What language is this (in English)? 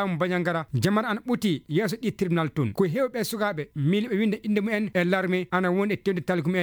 Maasina Fulfulde